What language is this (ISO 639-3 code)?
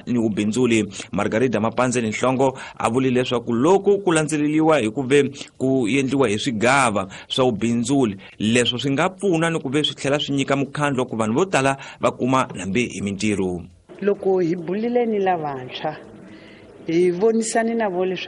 tso